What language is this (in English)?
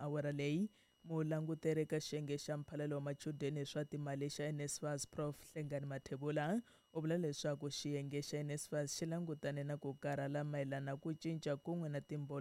Tsonga